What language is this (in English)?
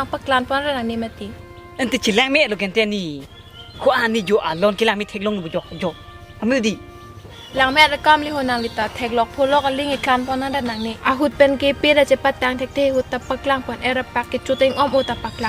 Karbi